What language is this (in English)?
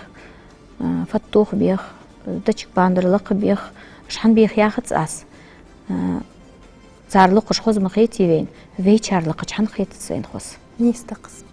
Ingush